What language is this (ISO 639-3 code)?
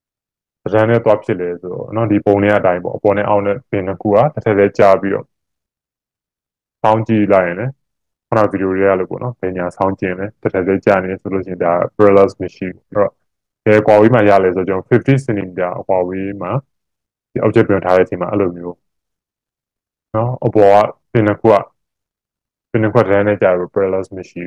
mya